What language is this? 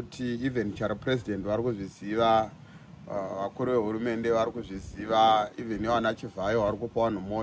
Shona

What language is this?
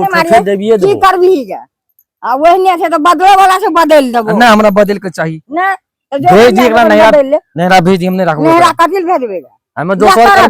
Maithili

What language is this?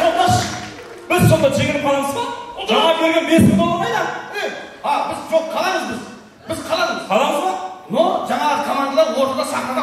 Kara-Kalpak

